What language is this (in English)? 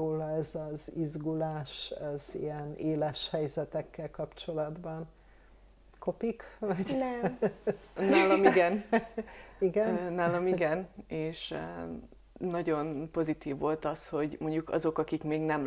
Hungarian